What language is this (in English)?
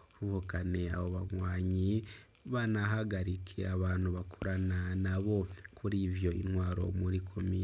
Rundi